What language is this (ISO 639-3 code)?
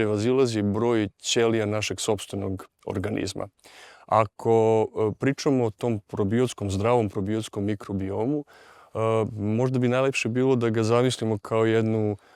srp